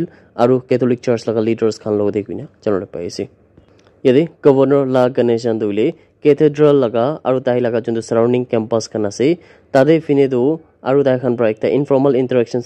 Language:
Naga Pidgin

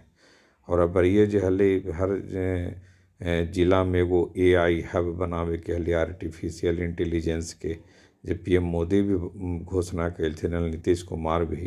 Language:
Magahi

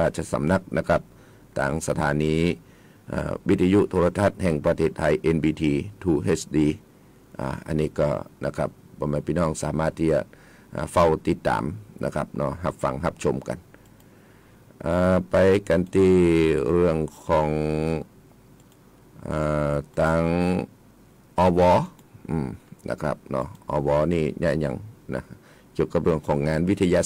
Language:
Thai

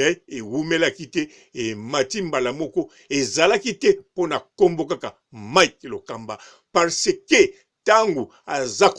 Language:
Lingala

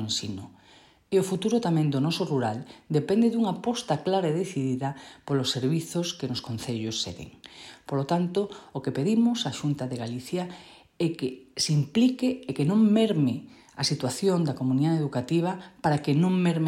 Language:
Galician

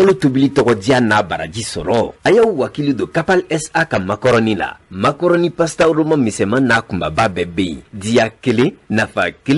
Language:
Bambara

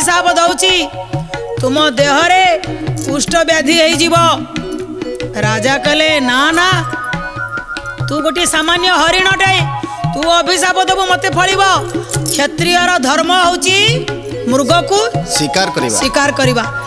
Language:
Odia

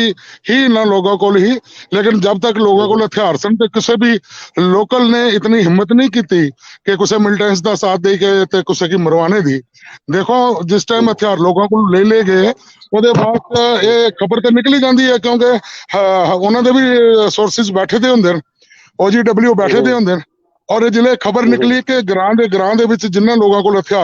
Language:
Dogri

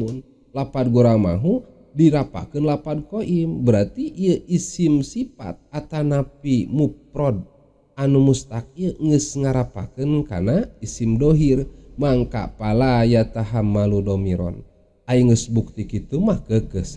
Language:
Sundanese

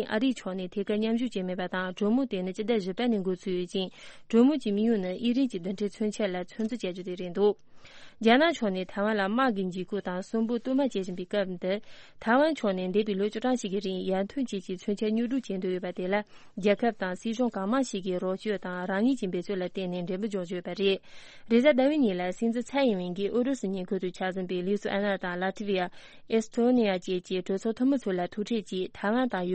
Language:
Tibetan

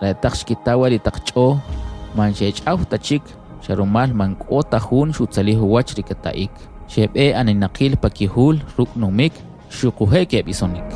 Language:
Kʼicheʼ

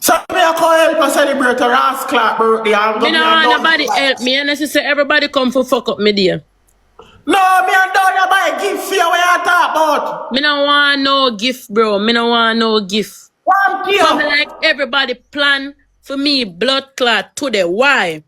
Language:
Jamaican Creole English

